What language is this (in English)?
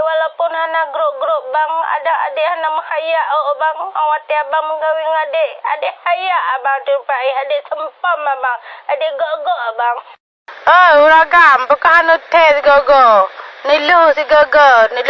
Achinese